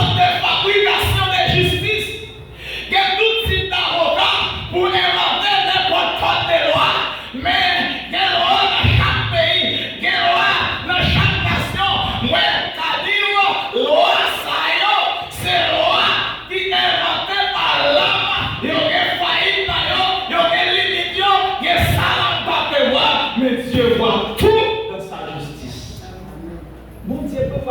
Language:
Haitian Creole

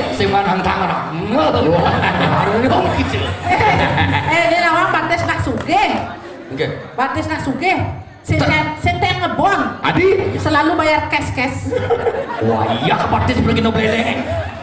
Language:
Balinese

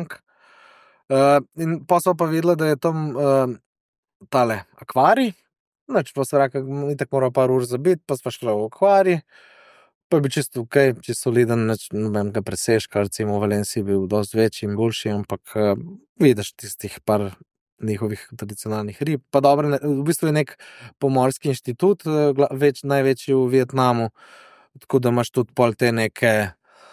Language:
Slovenian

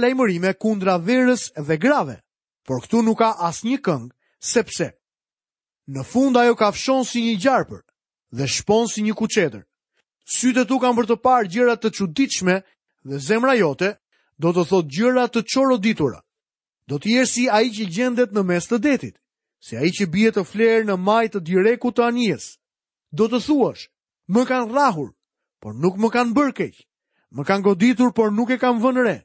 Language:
Albanian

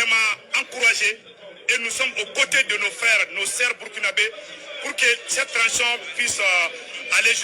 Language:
Bambara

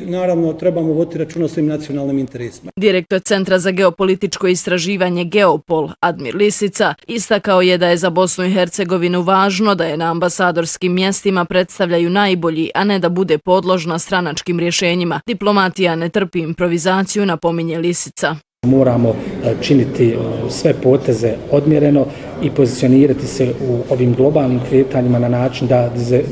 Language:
Bosnian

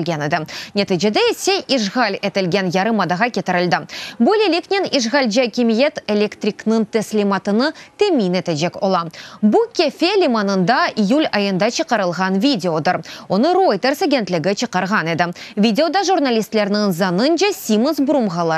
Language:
Crimean Tatar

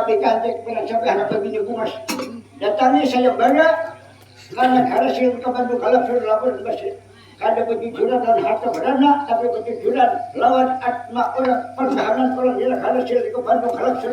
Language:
Banjar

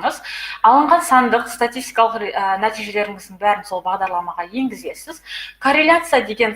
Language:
Kazakh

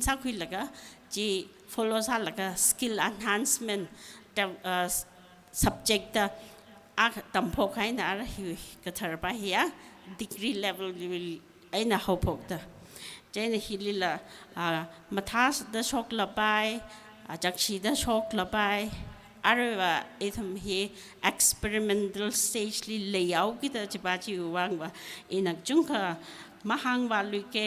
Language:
Tangkhul Naga (India)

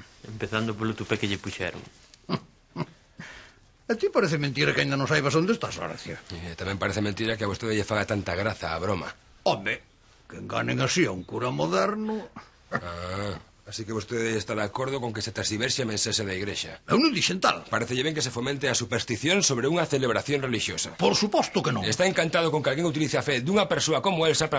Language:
Galician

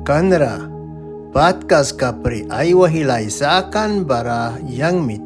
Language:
Mískito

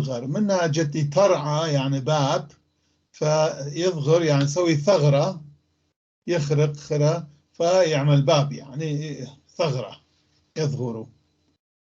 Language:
North Levantine Arabic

